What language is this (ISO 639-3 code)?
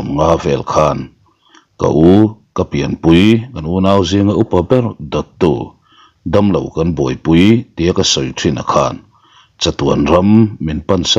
lus